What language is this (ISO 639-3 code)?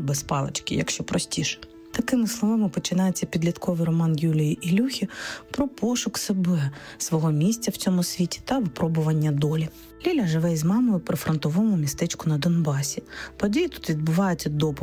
ukr